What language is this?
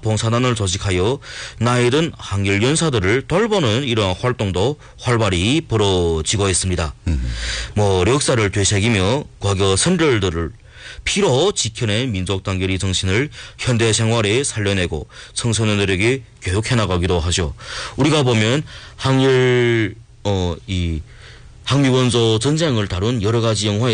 Korean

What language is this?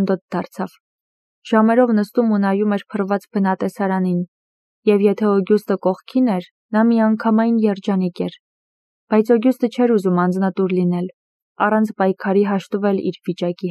Armenian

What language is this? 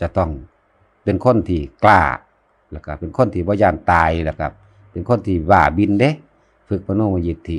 Lao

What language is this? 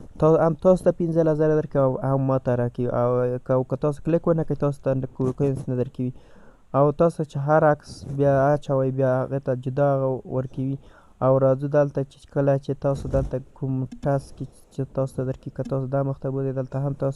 Pashto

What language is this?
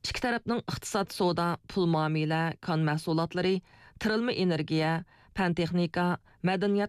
Uyghur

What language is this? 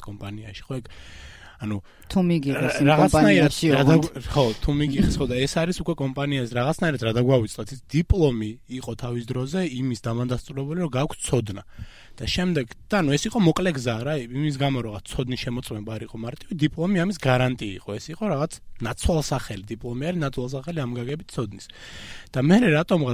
Georgian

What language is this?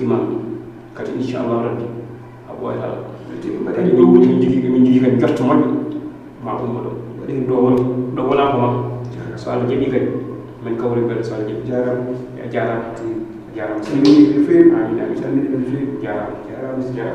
Fula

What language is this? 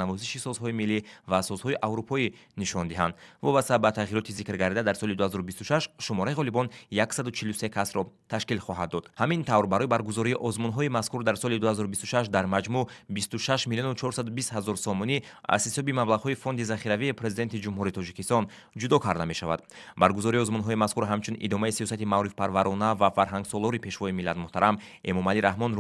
Tajik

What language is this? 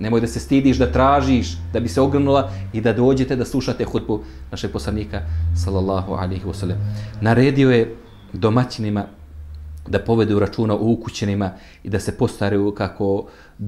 Bosnian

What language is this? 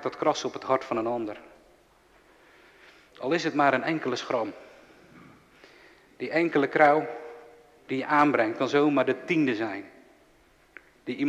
Dutch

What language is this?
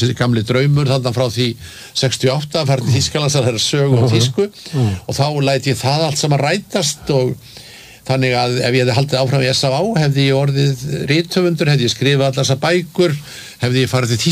Icelandic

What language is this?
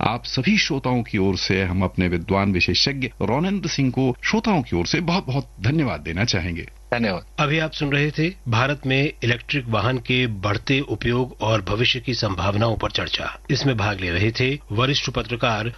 Hindi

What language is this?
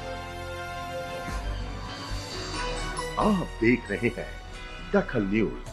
Hindi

